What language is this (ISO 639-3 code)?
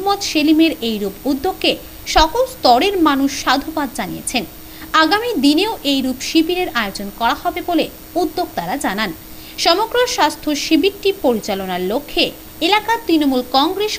ben